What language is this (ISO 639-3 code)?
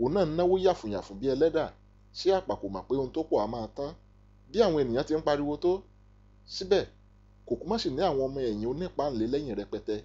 yor